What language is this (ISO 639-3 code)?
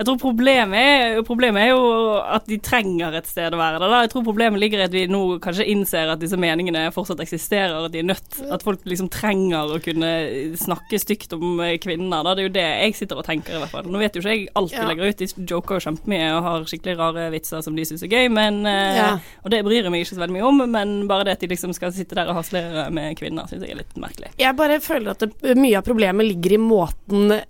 nor